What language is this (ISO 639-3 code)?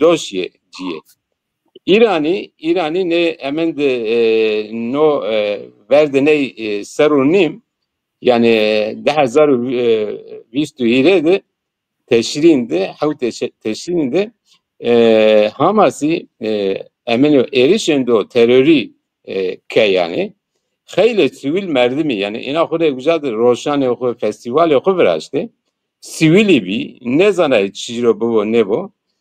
zza